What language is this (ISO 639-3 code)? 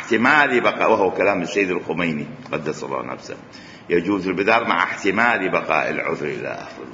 acm